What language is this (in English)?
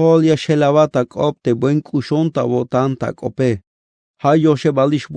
Tzeltal